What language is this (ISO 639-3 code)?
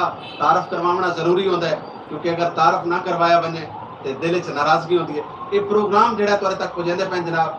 skr